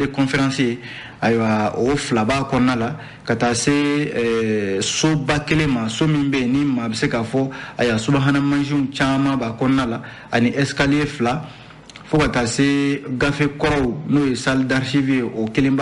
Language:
Bambara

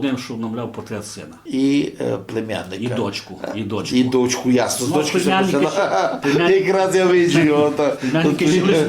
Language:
Rusyn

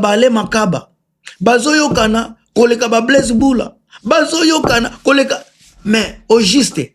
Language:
Lingala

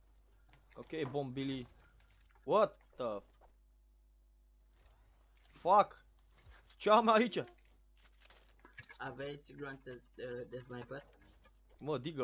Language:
Romanian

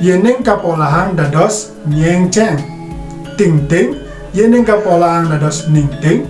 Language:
Balinese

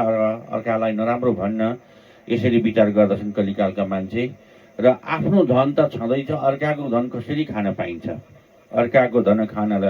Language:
Nepali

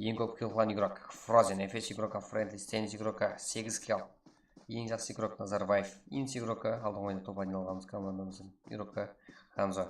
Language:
Kara-Kalpak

